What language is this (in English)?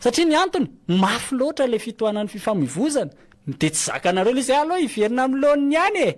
Malagasy